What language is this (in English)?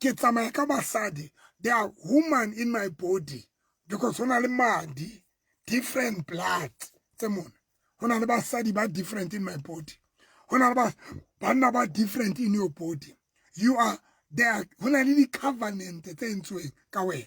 Southern Sotho